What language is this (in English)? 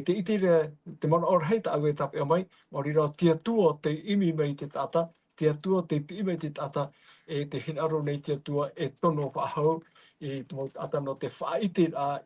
Tahitian